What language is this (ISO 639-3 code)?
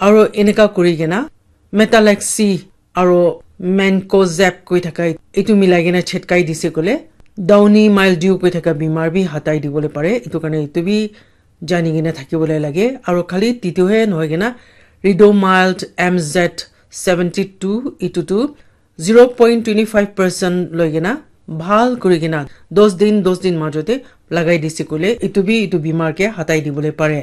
nag